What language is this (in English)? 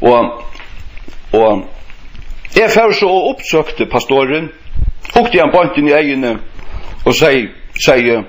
Faroese